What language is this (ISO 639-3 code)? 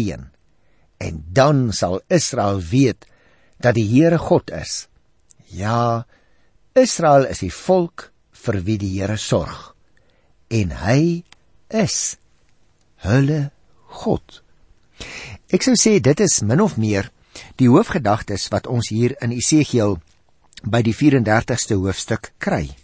afr